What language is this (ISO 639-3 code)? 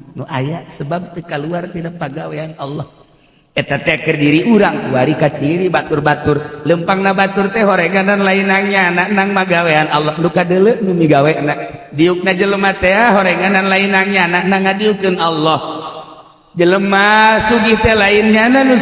sun